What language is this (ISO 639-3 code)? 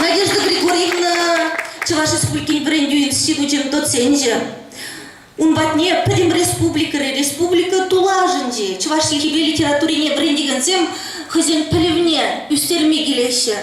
chv